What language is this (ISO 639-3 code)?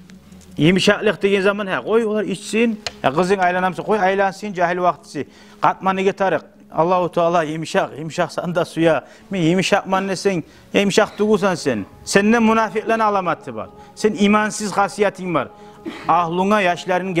kum